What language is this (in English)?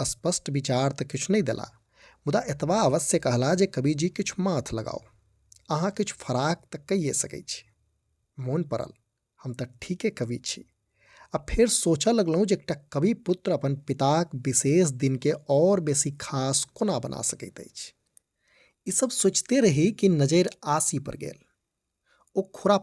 Maithili